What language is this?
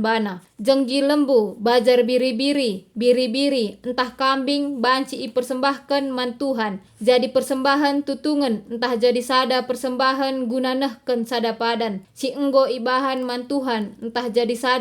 Batak Karo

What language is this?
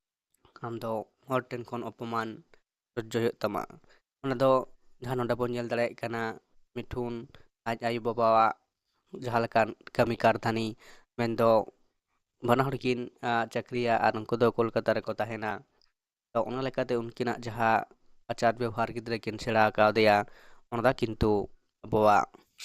Santali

